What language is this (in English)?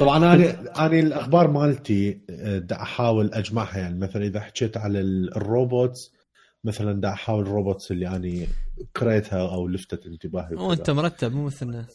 Mesopotamian Arabic